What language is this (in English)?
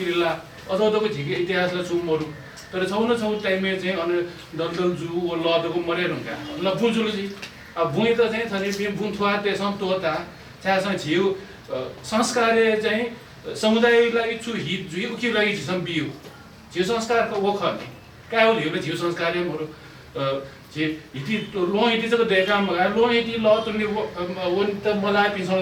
Newari